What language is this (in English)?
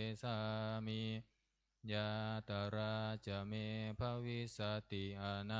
Pali